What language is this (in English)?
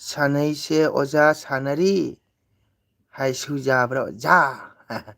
Manipuri